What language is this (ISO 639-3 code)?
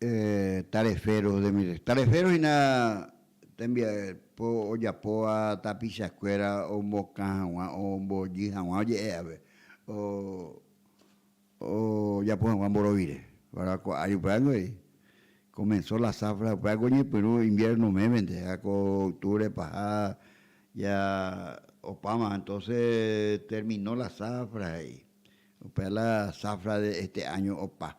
grn